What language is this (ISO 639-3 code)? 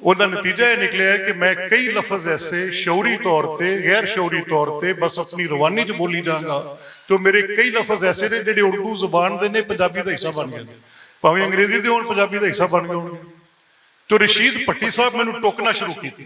lah